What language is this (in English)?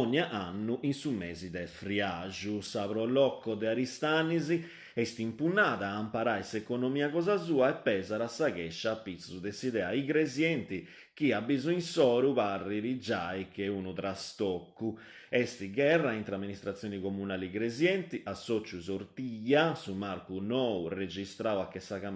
Sardinian